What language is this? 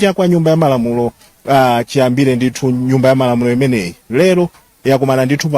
Nyanja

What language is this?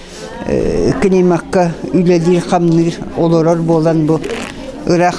Yakut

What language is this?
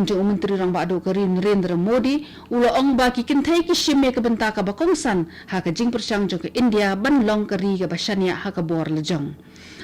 Khasi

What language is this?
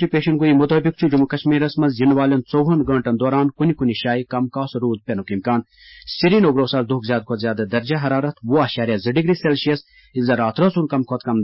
Kashmiri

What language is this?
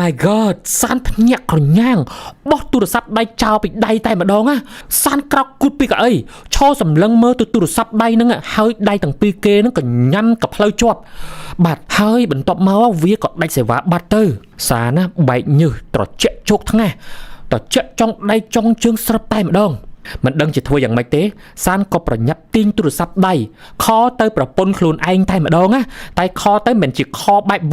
Khmer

